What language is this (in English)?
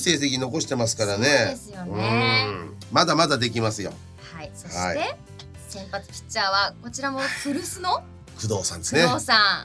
Japanese